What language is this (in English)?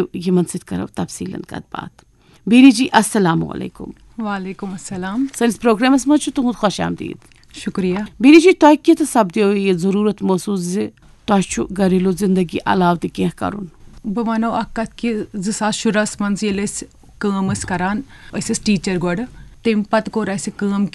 Kashmiri